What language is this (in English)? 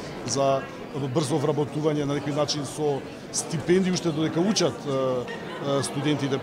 Macedonian